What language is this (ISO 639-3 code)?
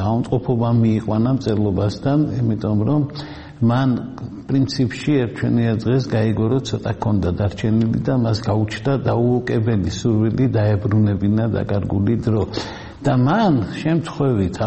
kat